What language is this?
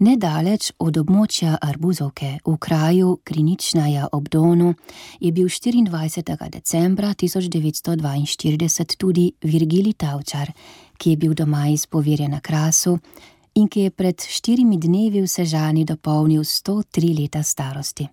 Slovenian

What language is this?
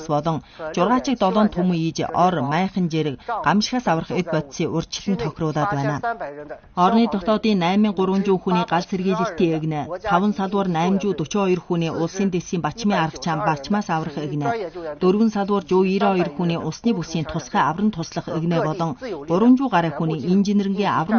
Mongolian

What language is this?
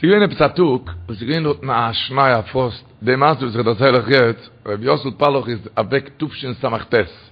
Yiddish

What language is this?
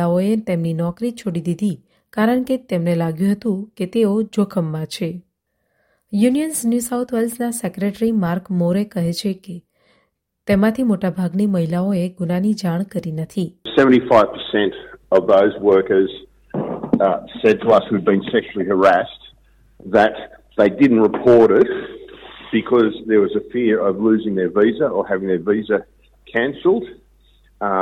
Gujarati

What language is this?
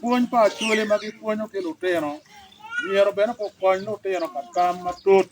Acoli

